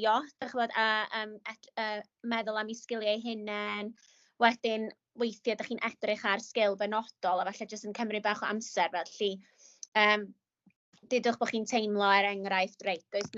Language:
Welsh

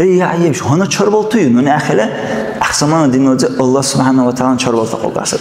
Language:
Dargwa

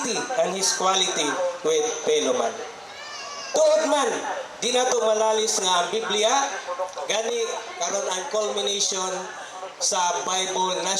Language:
Cebuano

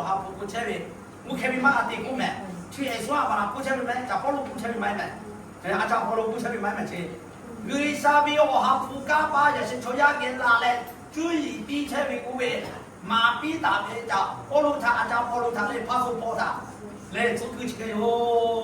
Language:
Lahu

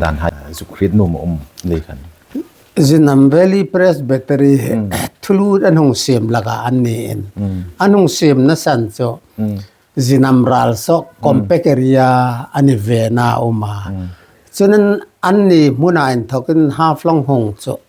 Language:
Hmar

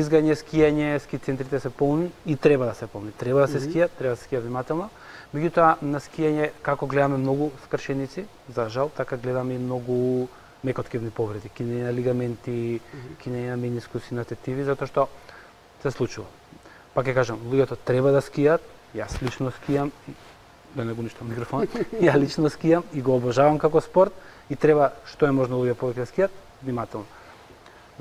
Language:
Macedonian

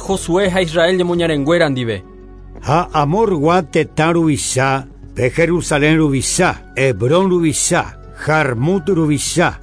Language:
Guarani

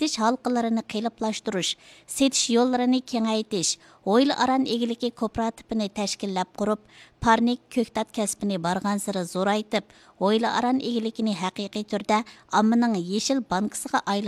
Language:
Uyghur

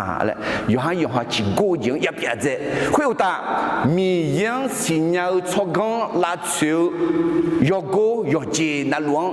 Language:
Akha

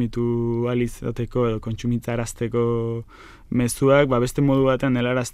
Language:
Basque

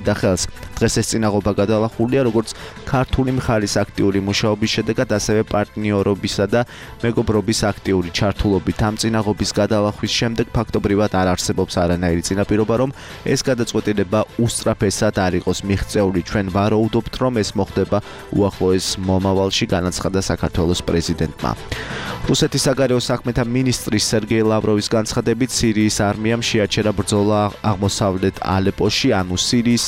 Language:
Georgian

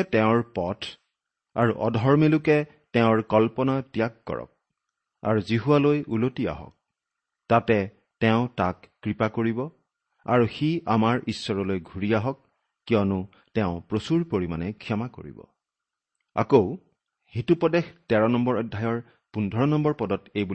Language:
Assamese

